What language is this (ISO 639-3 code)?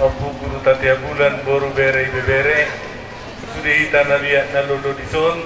bbc